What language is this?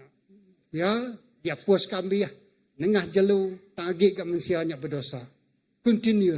Iban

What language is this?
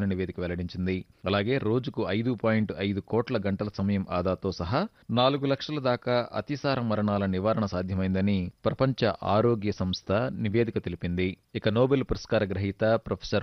Telugu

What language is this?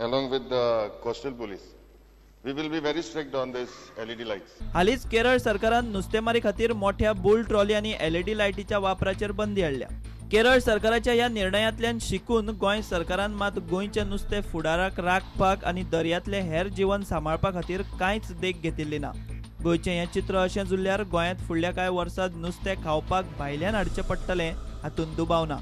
Konkani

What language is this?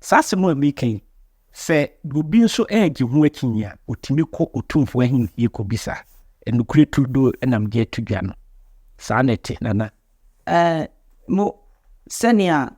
Akan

